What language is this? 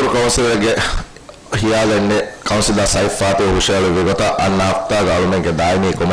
Divehi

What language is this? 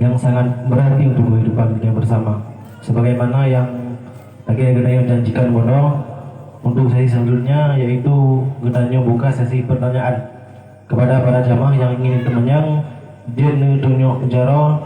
Achinese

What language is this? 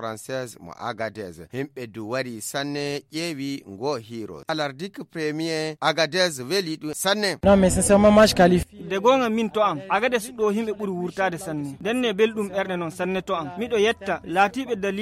Nigerian Fulfulde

